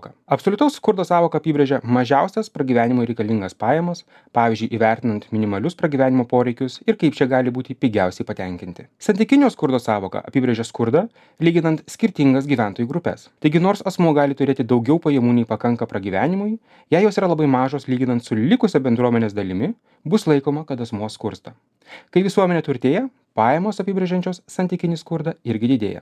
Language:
Lithuanian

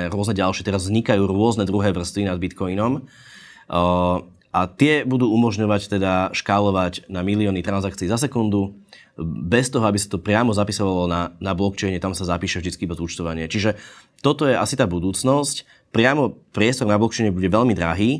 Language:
Slovak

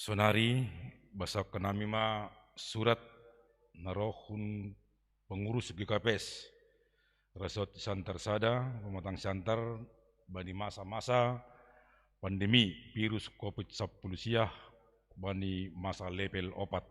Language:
Batak Simalungun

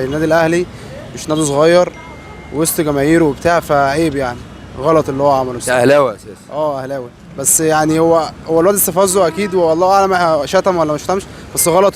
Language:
Egyptian Arabic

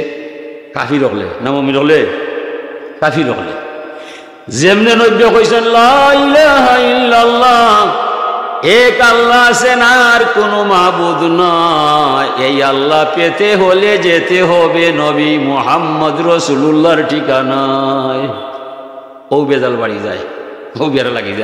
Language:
Sylheti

